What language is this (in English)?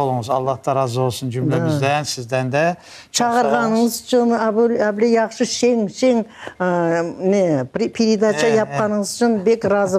Crimean Tatar